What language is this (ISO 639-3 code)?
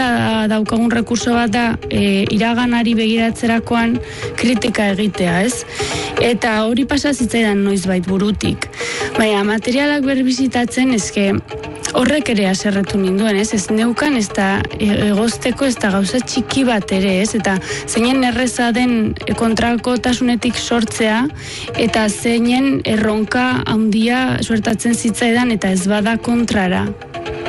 eus